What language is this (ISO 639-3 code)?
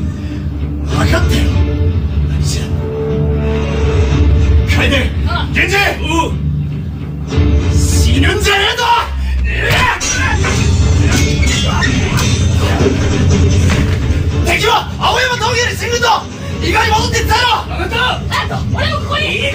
jpn